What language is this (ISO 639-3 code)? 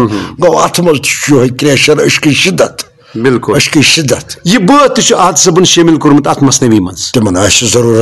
kas